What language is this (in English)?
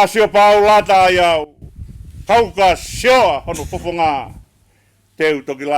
Tongan